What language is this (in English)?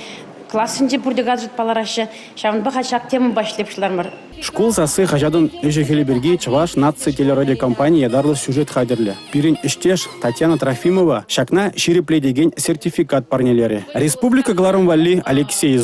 Chuvash